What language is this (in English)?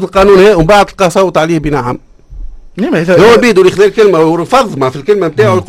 Tunisian Arabic